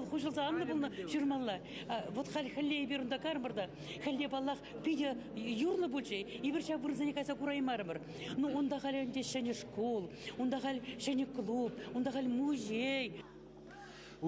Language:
Chuvash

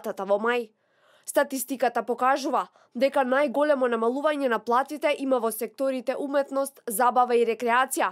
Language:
Macedonian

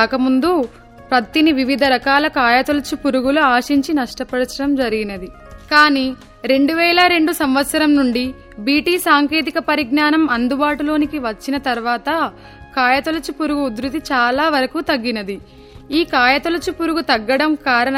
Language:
Telugu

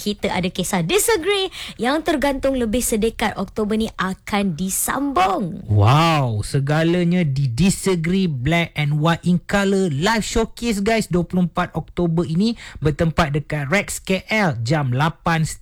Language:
Malay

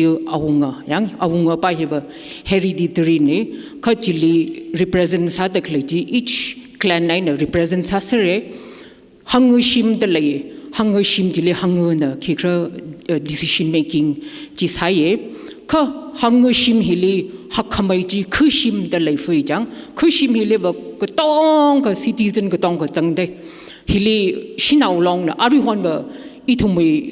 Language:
Tangkhul Naga (India)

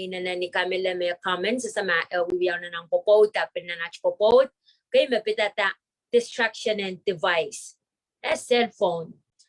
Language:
Pohnpeian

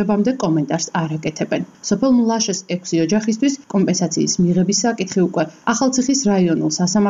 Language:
Georgian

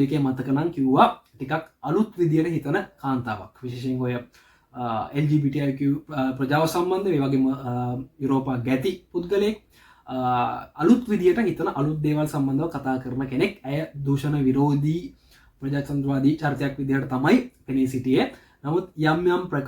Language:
Sinhala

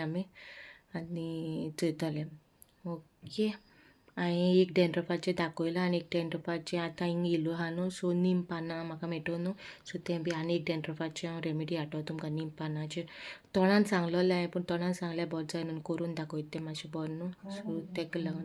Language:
Konkani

